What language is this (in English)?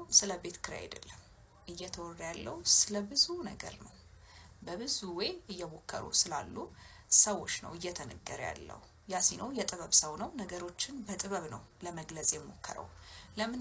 Amharic